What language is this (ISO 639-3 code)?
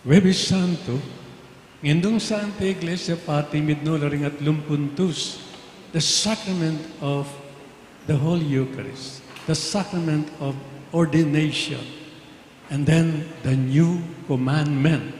pam